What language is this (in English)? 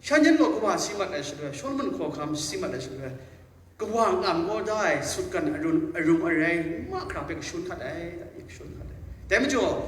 Kachin